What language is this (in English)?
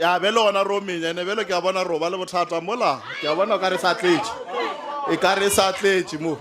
Northern Sotho